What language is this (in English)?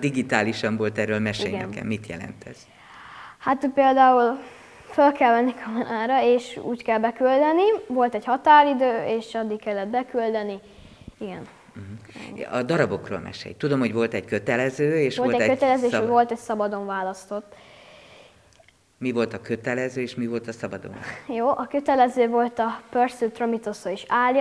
Hungarian